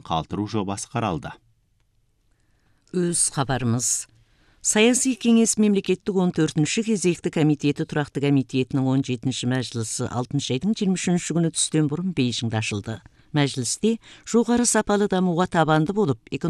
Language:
Kazakh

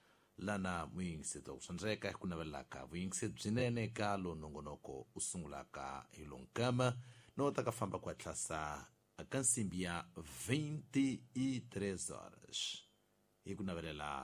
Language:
Tsonga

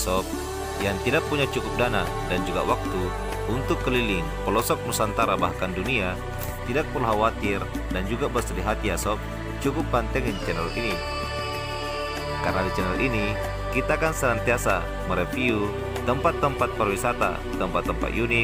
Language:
Indonesian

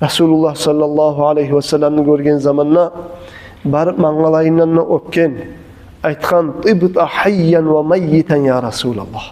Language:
Kumyk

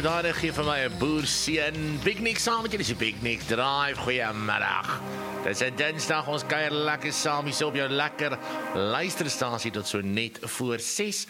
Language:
Afrikaans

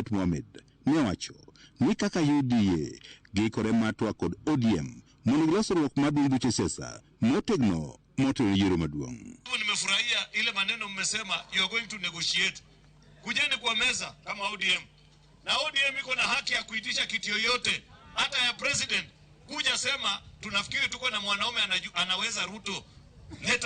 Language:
Luo (Kenya and Tanzania)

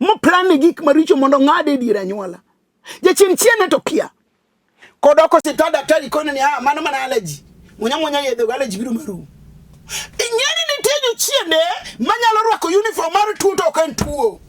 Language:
Luo (Kenya and Tanzania)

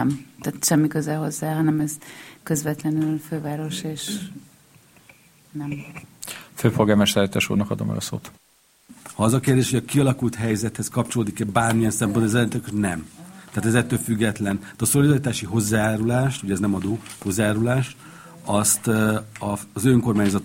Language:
Hungarian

